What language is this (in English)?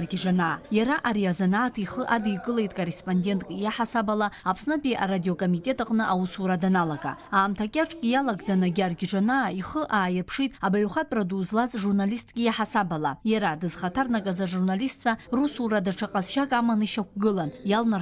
Abkhazian